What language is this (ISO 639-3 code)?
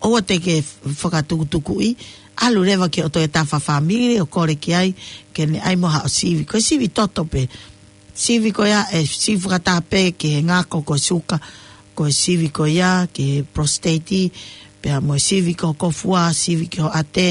ton